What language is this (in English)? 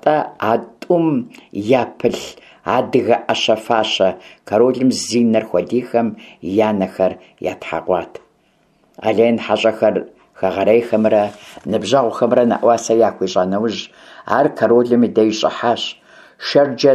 Kabardian